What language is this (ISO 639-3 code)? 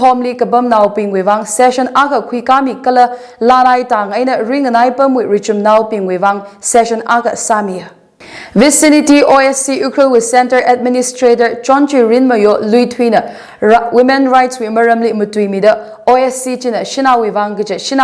nmf